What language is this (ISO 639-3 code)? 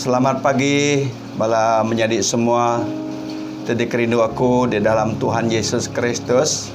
iba